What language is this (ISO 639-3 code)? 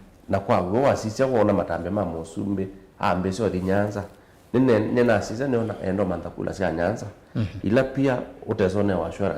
kam